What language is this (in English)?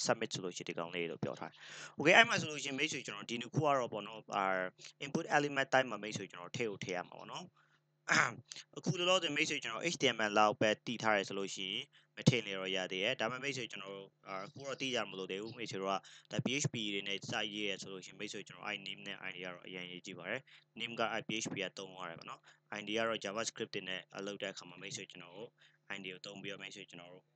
Burmese